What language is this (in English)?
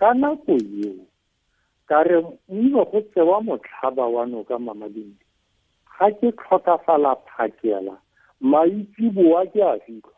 Tswana